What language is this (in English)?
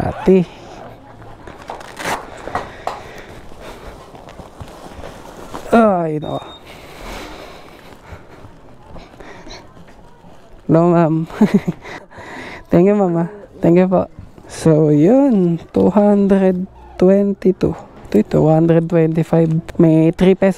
Filipino